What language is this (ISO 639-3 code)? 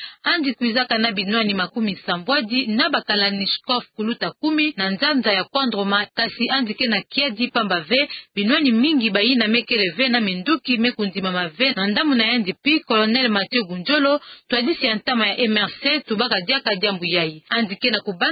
ktu